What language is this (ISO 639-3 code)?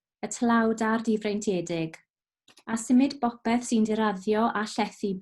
cym